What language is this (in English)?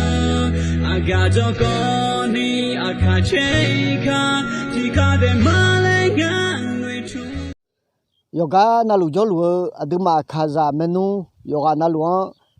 Akha